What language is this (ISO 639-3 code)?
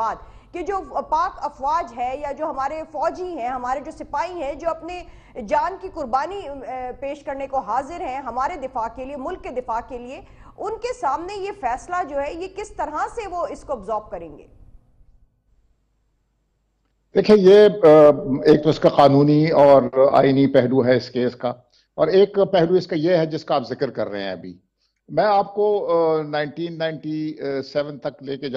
urd